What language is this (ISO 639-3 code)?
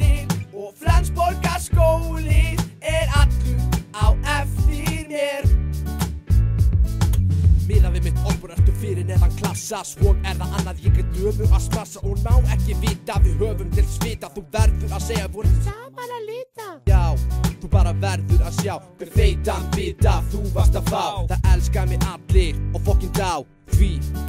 isl